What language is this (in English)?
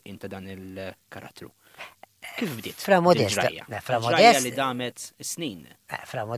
Maltese